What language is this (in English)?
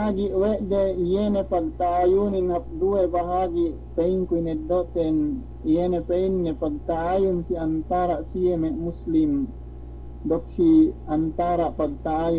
Yakan